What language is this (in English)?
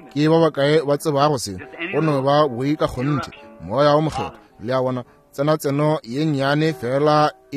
Northern Sotho